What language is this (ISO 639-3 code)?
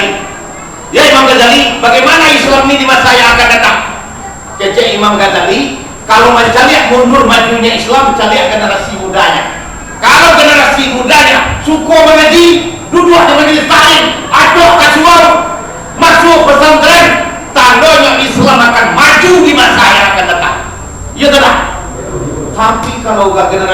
min